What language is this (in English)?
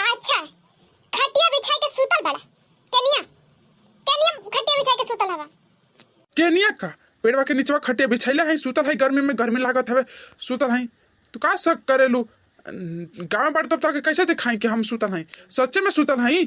Bhojpuri